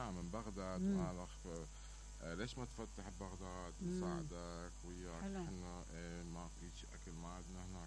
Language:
Mesopotamian Arabic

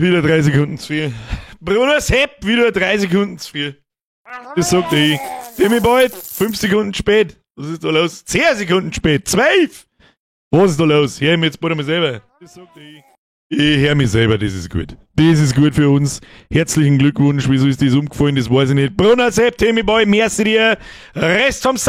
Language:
Bavarian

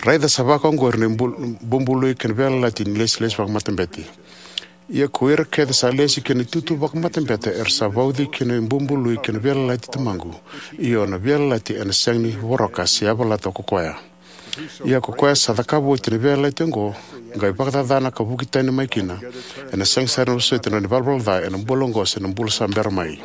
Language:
Fijian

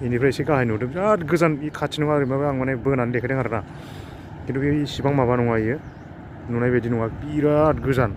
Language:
Bodo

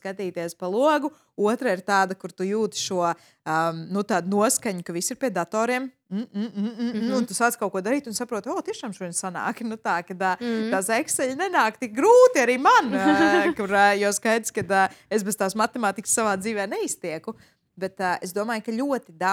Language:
Latvian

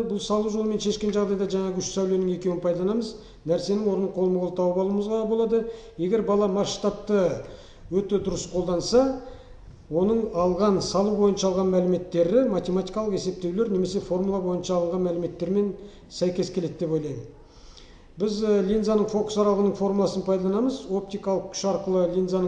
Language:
Kazakh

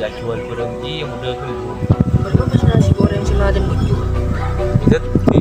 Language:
Madurese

